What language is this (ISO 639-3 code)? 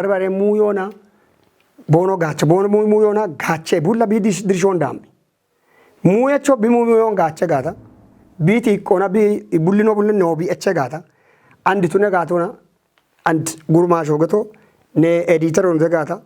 kbr